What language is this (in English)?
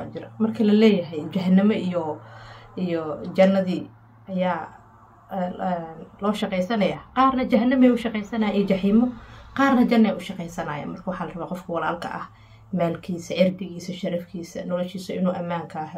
Somali